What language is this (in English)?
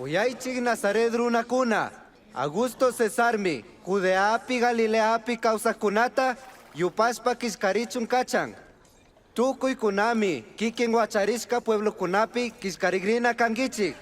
Chimborazo Highland Quichua